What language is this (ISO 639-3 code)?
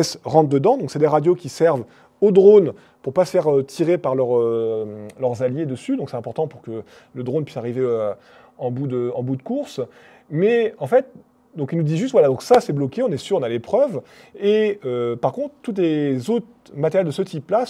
fra